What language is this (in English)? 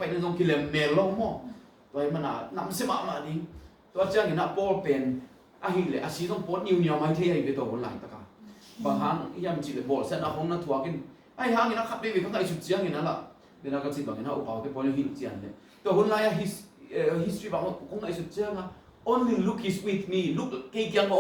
Tedim Chin